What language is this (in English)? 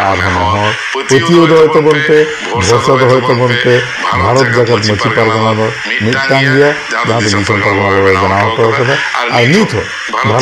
Santali